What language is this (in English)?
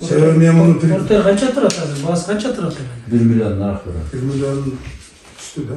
Kyrgyz